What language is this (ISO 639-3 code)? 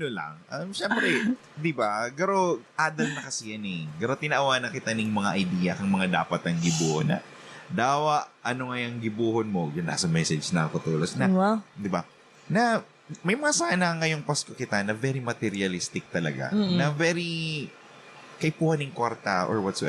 bik